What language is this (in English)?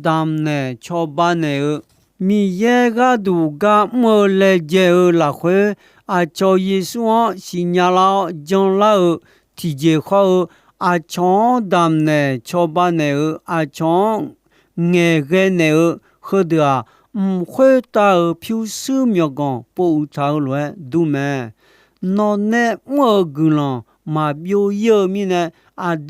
Akha